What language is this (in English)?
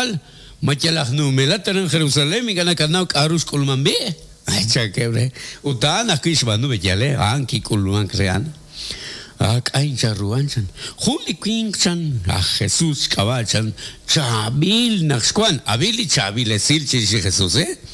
Kekchí